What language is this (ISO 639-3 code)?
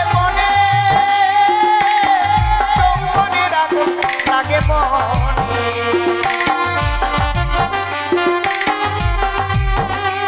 ben